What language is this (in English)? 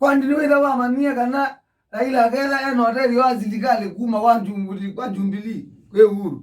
Kamba